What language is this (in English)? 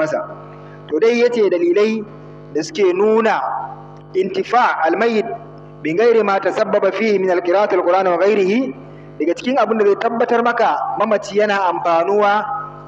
Hausa